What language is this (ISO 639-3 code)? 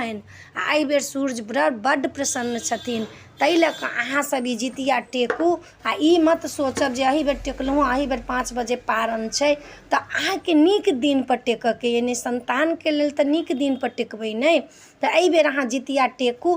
mai